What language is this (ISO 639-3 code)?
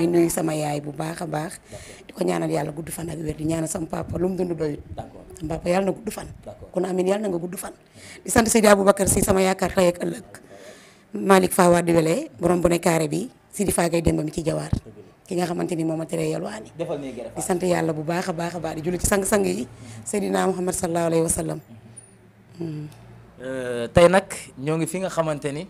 wol